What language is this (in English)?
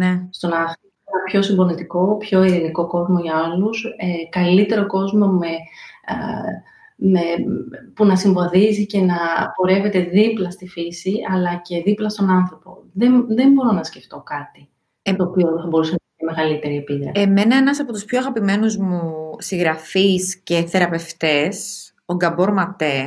Greek